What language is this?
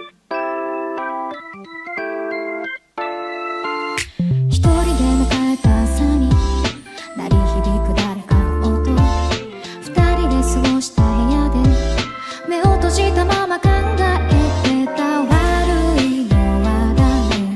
Japanese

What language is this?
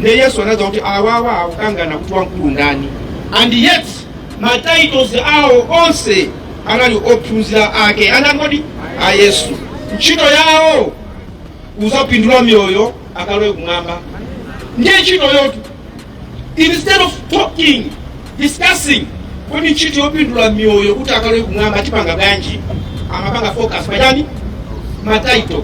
Nyanja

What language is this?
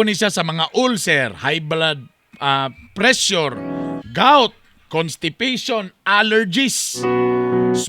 Cebuano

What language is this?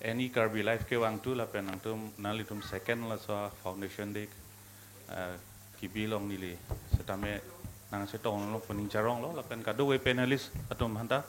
Karbi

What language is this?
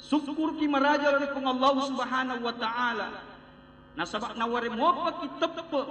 Buginese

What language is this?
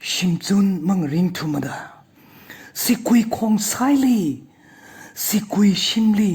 Tangkhul Naga (India)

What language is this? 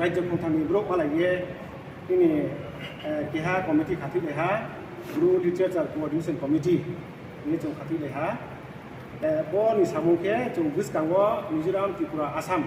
Riang (India)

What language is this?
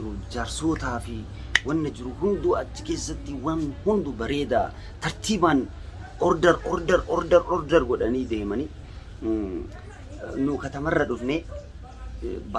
Oromo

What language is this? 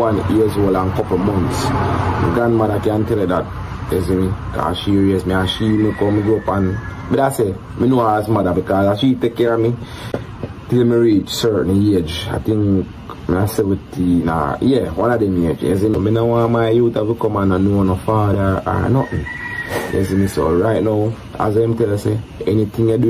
Jamaican Creole English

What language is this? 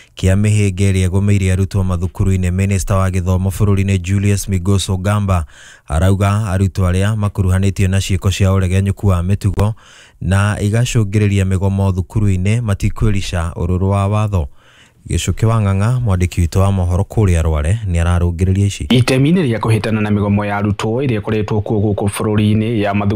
Kikuyu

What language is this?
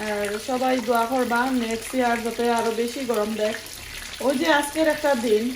Sylheti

